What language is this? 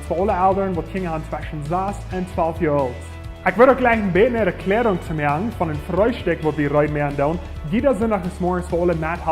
Plautdietsch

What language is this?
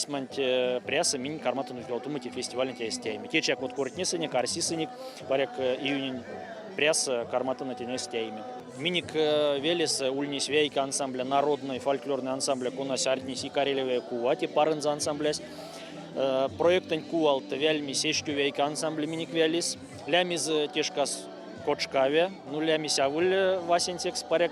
Erzya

